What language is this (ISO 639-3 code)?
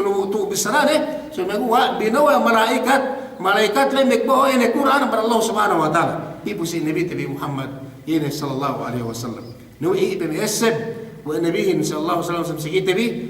yka